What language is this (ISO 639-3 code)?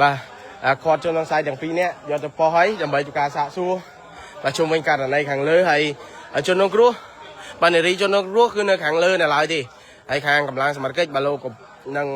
khm